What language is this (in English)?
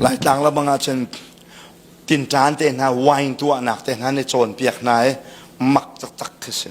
Hakha Chin